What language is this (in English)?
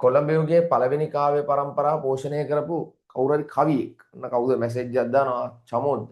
Sinhala